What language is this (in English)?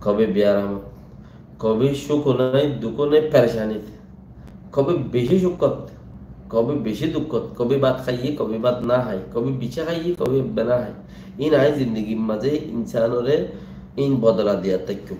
Rohingya